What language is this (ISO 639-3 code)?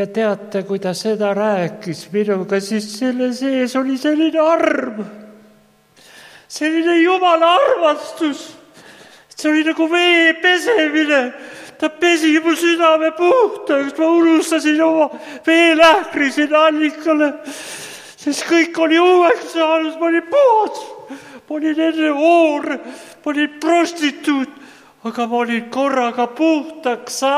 est